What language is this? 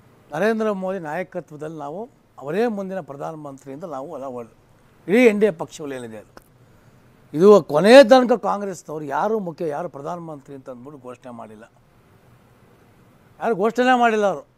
Kannada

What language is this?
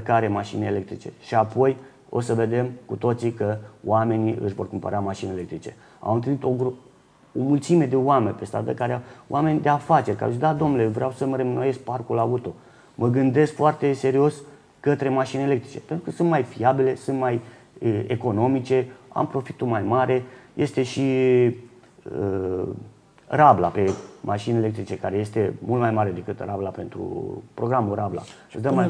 Romanian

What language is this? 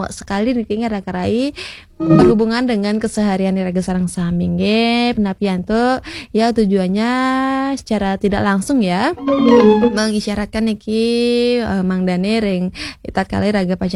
Balinese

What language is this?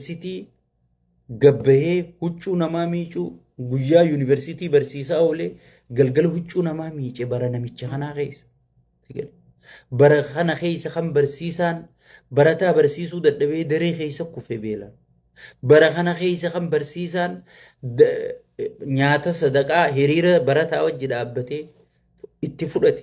Oromo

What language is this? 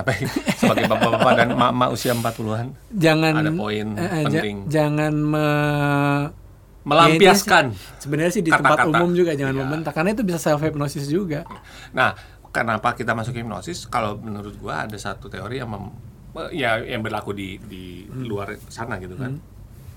Indonesian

